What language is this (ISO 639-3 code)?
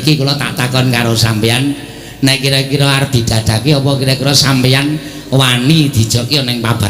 jav